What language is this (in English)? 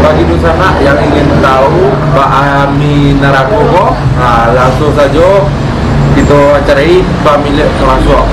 Minangkabau